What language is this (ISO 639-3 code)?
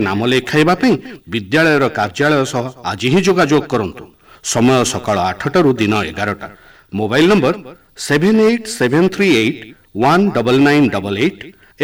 ori